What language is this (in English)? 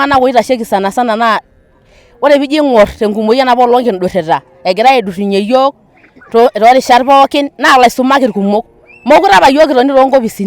Masai